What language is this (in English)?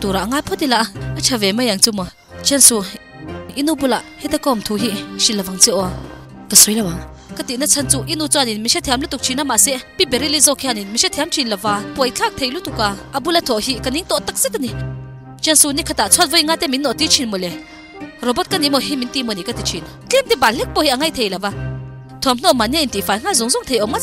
Mizo